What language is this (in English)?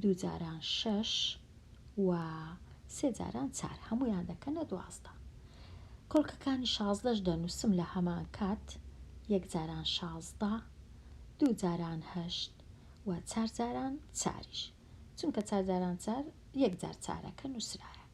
Central Kurdish